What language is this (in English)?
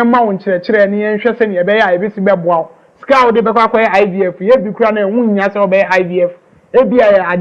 Akan